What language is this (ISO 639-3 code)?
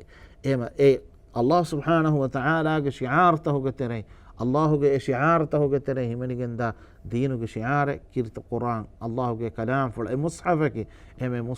div